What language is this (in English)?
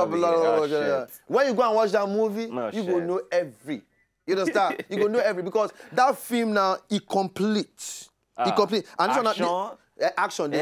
Nigerian Pidgin